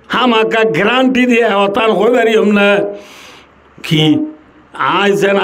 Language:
Rohingya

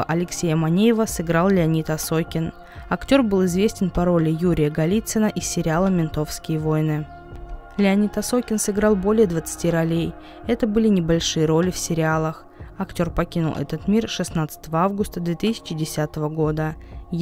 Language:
Russian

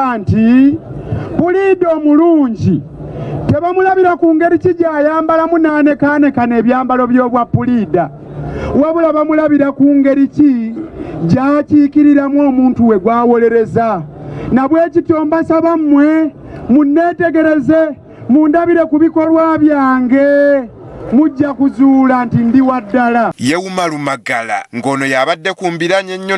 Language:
Ganda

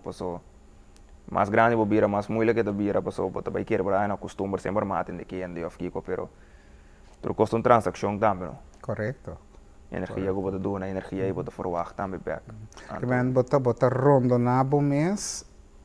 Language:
Papiamento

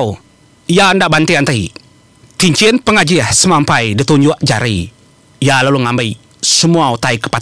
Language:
Iban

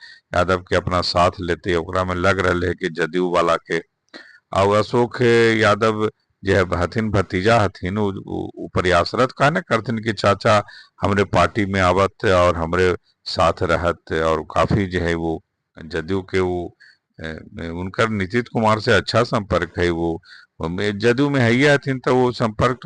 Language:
Magahi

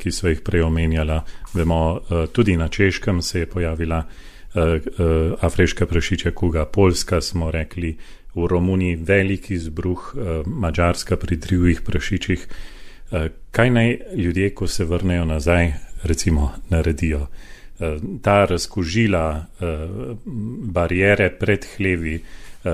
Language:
Slovenian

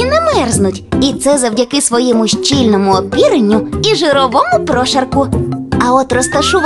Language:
Ukrainian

